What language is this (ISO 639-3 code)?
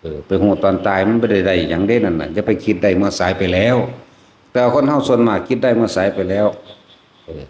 tts